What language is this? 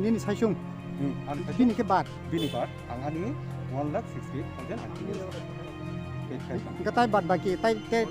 Kok Borok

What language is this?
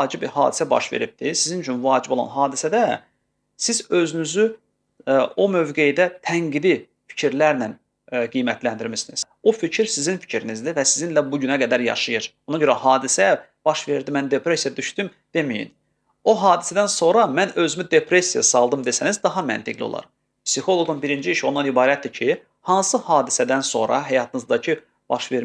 Azerbaijani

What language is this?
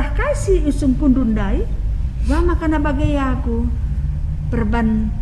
Batak Karo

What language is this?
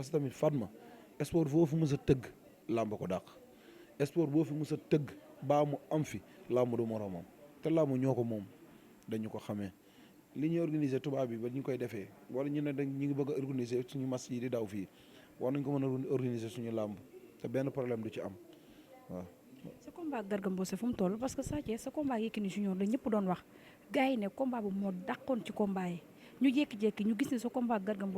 Wolof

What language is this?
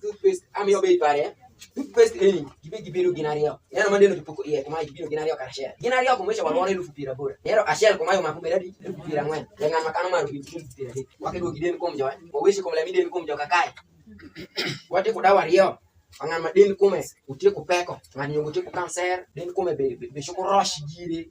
Alur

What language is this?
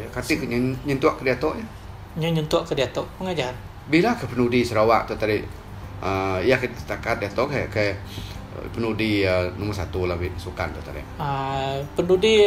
Iban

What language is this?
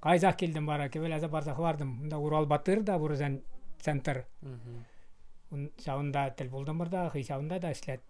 Chuvash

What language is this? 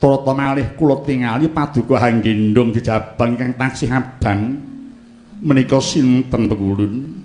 Javanese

